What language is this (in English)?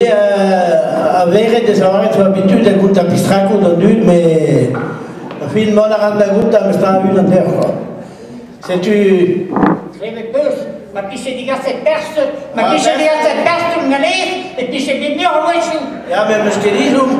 Breton